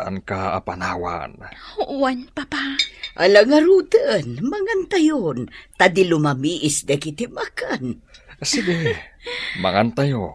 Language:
Iloko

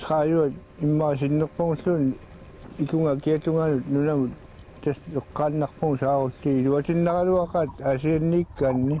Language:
Kalaallisut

